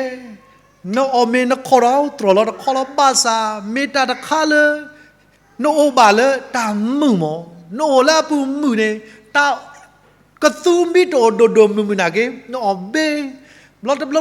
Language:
S'gaw Karen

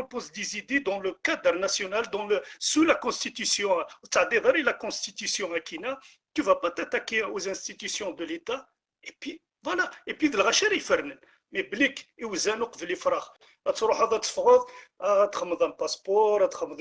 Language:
Algerian Arabic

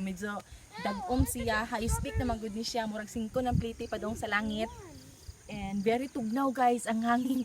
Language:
Cebuano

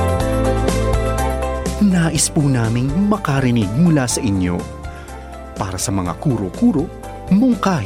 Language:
Filipino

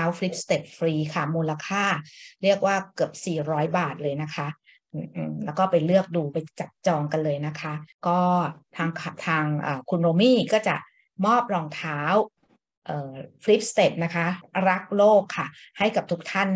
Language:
Thai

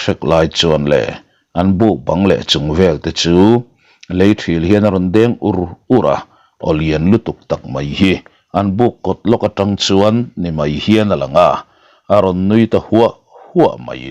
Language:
Mizo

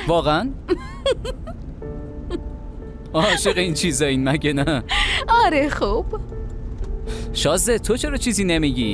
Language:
Persian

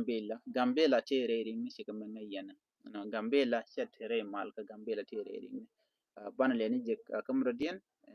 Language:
Nuer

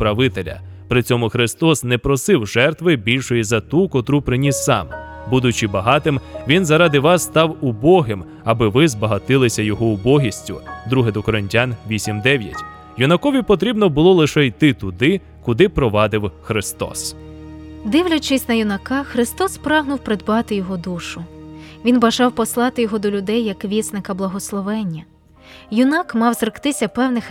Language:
Ukrainian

